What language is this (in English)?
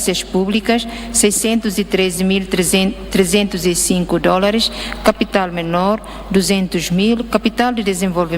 Tetum